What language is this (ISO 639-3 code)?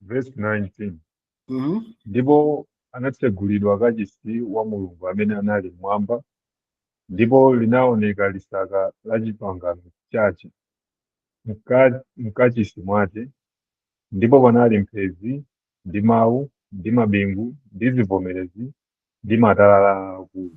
nya